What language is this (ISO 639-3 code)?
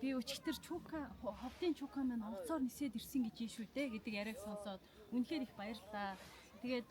mon